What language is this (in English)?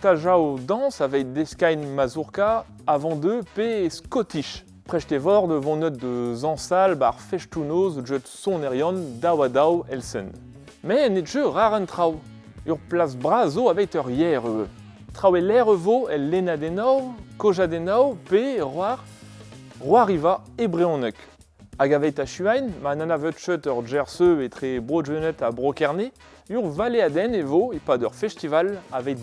Breton